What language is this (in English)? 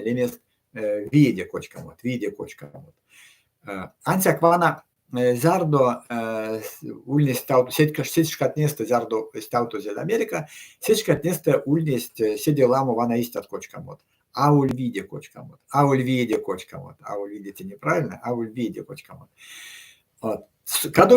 Erzya